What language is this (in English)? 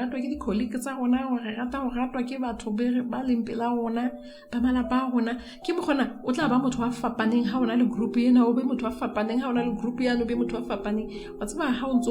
Southern Sotho